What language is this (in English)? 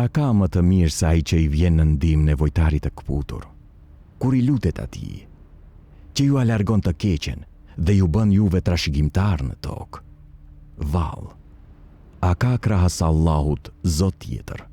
Albanian